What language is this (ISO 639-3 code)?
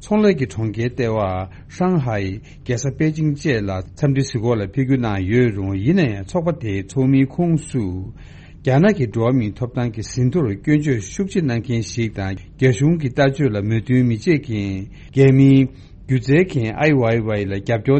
bod